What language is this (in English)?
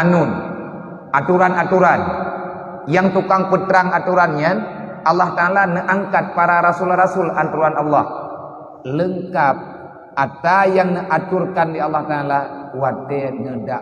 Achinese